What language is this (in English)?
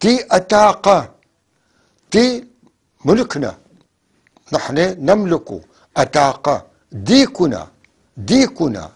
North Levantine Arabic